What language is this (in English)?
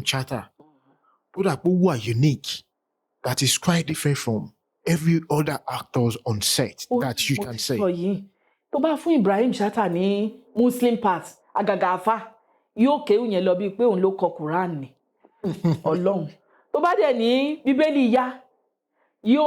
Yoruba